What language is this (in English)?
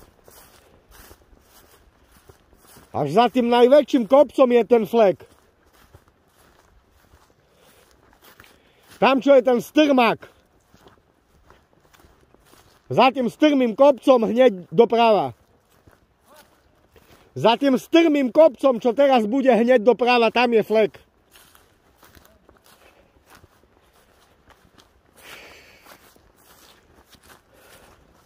Slovak